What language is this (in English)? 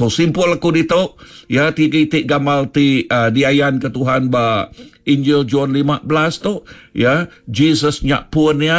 Iban